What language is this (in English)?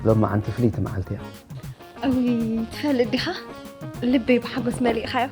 Tigrinya